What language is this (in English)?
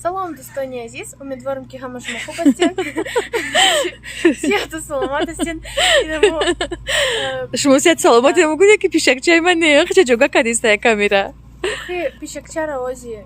Tajik